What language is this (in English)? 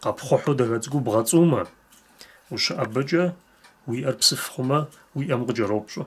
Kabardian